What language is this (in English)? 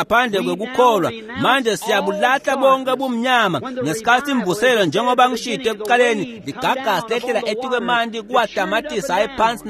Swati